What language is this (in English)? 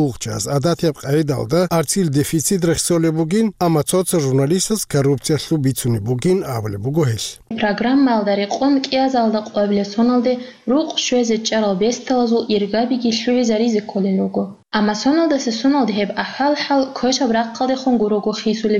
Avaric